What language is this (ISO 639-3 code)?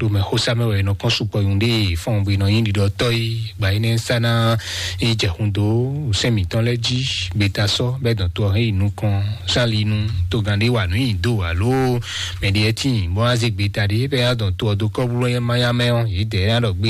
fon